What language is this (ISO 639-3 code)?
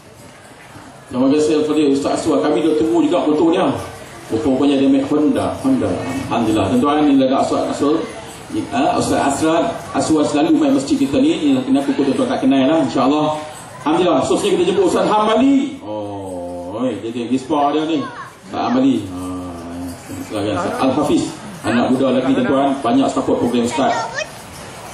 msa